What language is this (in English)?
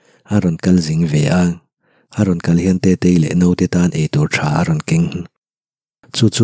Mizo